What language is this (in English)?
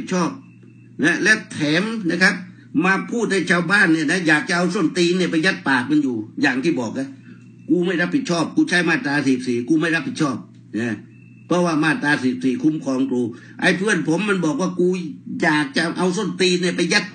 Thai